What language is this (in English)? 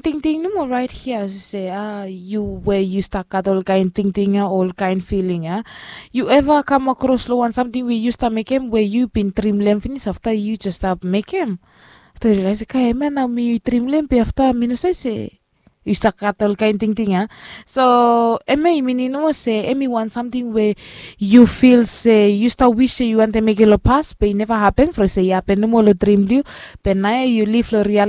Bislama